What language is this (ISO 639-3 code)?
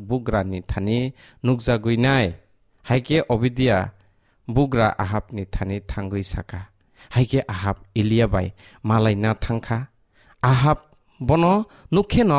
trp